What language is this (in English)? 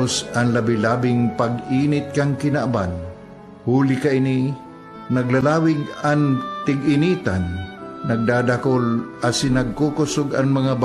Bikol